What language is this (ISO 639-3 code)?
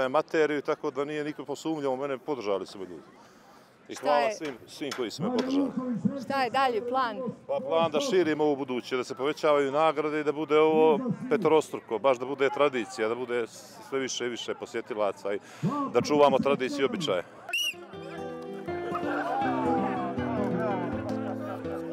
bos